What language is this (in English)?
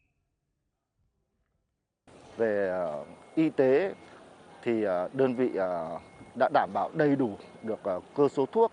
Vietnamese